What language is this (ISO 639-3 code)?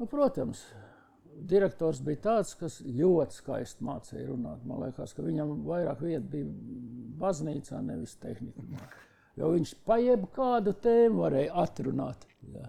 lav